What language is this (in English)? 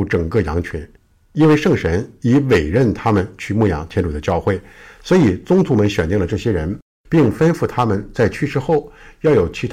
Chinese